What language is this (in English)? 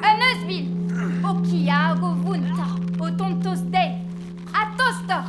Breton